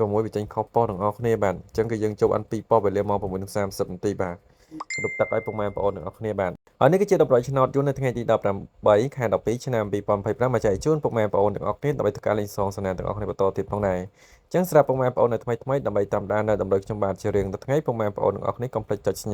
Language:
Khmer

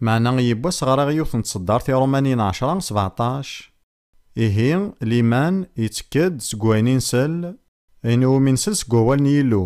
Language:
Kabyle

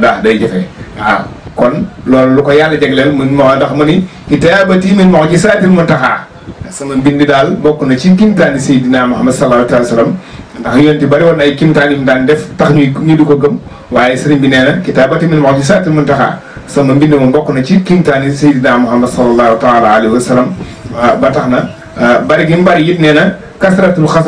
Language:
Wolof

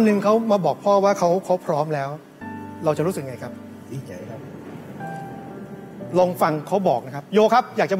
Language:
Thai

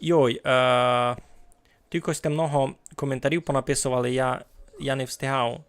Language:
Rusyn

